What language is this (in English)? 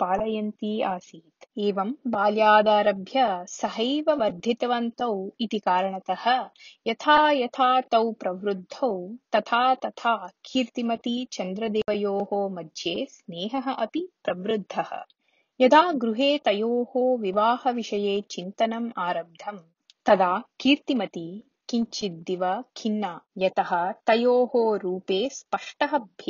Sanskrit